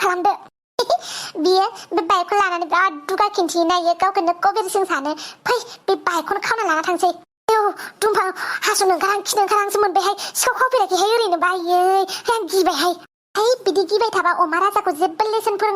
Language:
Bodo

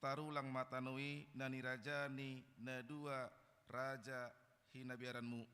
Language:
Batak Toba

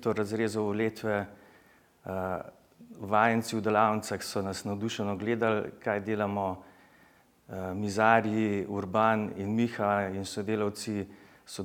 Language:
Slovenian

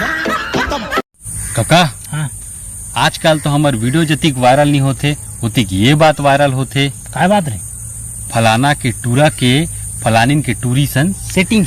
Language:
Chhattisgarhi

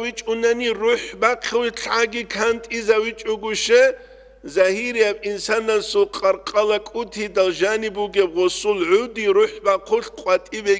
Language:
Avaric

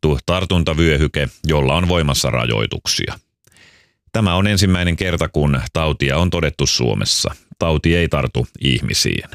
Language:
Finnish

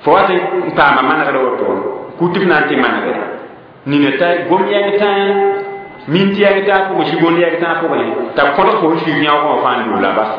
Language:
Mossi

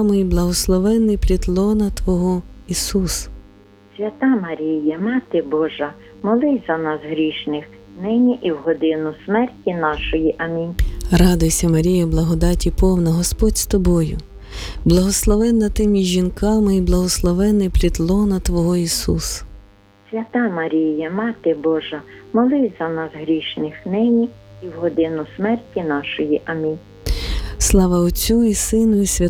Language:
Ukrainian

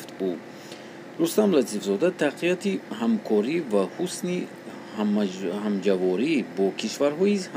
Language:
Tajik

